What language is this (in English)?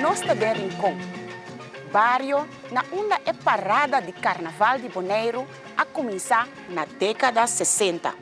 Papiamento